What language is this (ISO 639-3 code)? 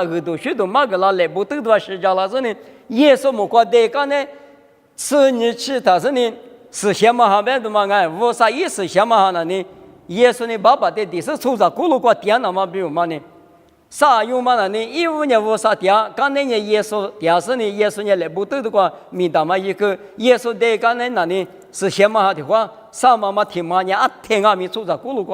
lis